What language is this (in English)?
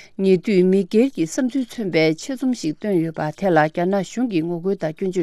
Tibetan